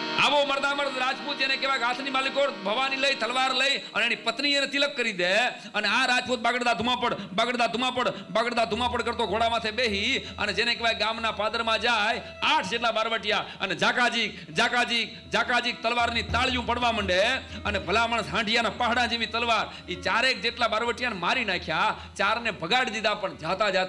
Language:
Gujarati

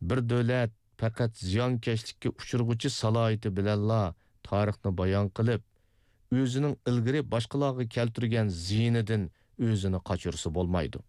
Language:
Uyghur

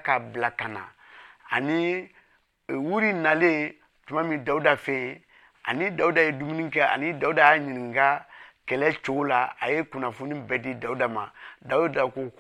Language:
Bambara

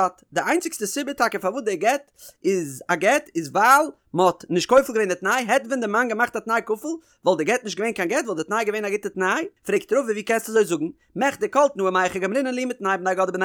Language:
Yiddish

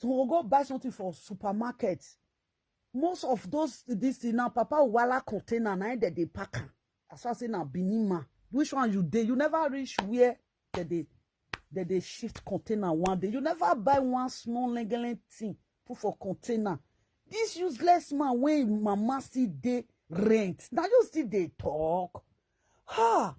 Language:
Nigerian Pidgin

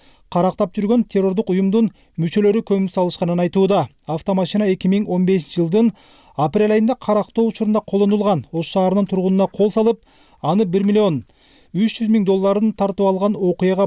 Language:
Kyrgyz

